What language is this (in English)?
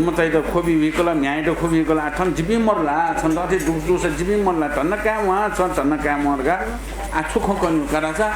Newari